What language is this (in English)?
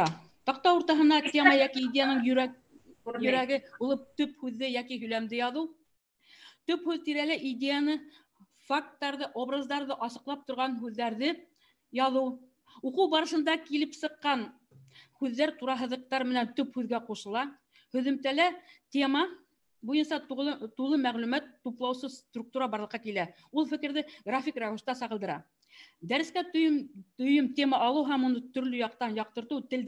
Bashkir